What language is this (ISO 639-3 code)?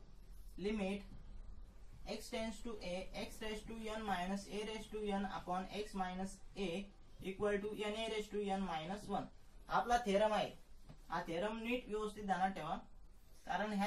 mar